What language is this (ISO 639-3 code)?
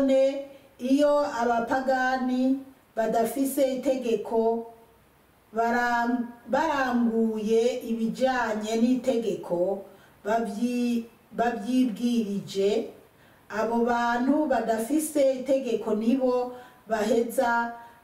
run